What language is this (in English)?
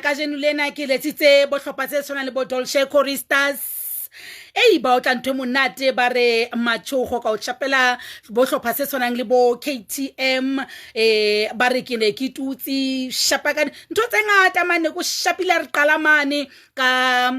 Southern Sotho